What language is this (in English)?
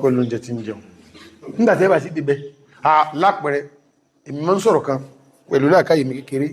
Yoruba